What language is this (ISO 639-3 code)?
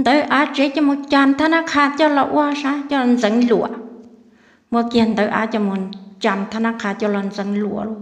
hmn